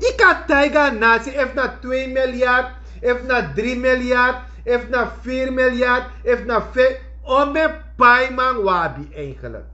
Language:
Sranan Tongo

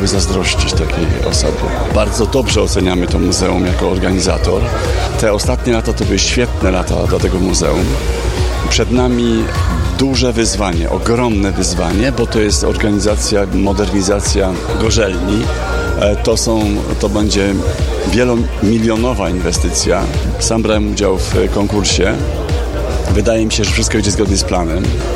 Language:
Polish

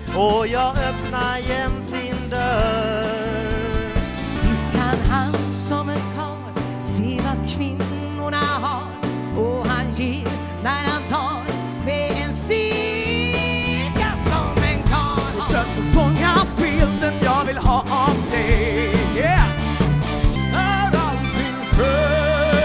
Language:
Swedish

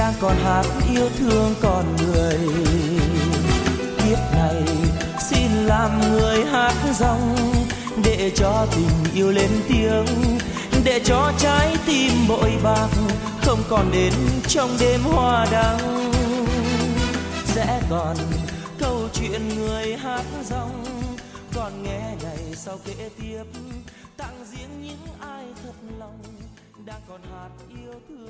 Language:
Vietnamese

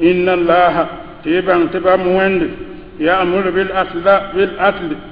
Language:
Mossi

